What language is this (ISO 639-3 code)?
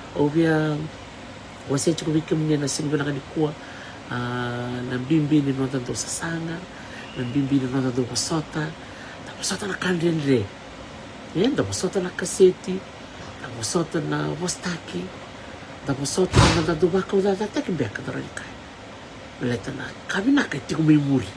fij